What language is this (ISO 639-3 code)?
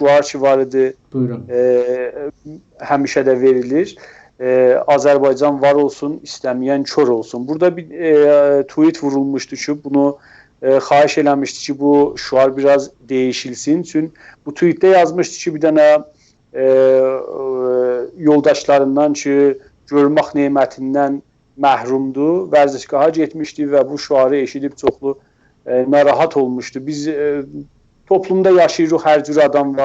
azb